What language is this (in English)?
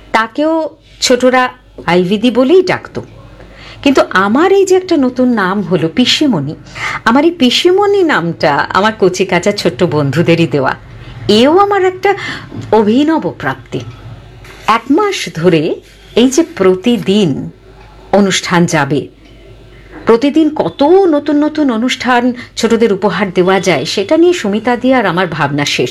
Bangla